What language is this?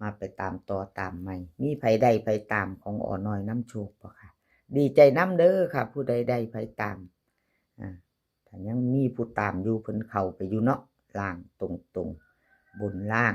Northeastern Thai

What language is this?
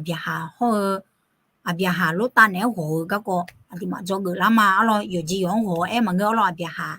Akha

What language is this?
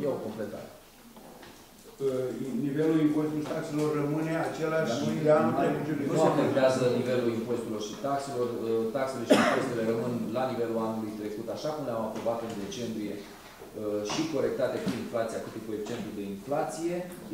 Romanian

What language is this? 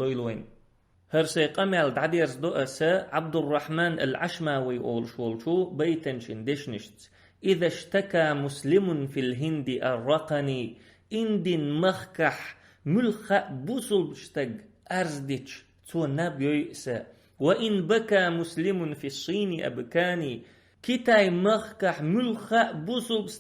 Chechen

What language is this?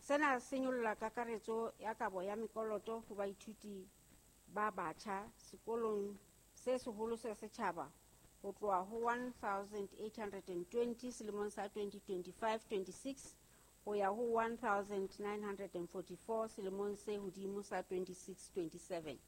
Southern Sotho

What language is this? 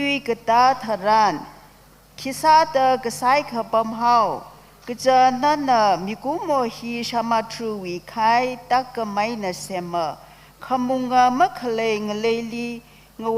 Tangkhul Naga (India)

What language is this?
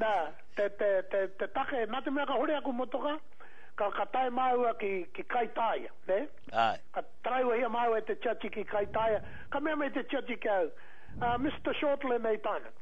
Māori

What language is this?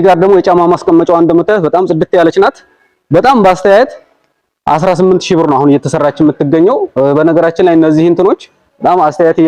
Amharic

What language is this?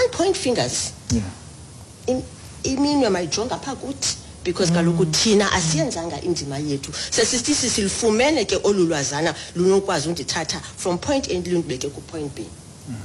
Xhosa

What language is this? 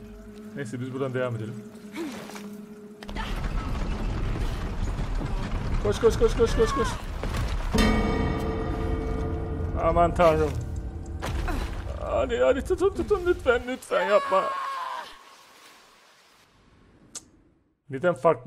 Turkish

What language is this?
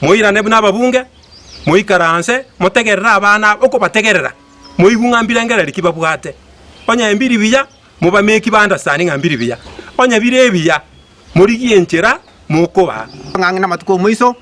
Gusii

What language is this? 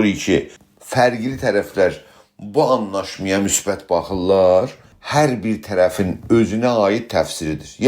South Azerbaijani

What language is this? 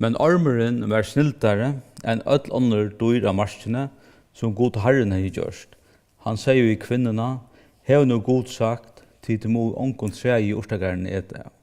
Faroese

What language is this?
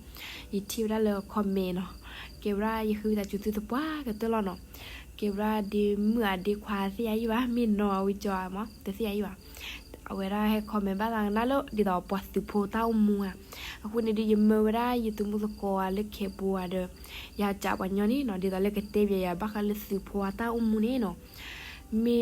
S'gaw Karen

